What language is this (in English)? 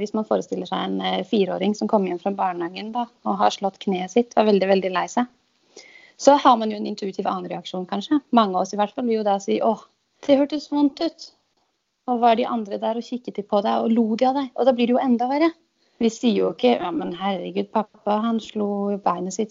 Norwegian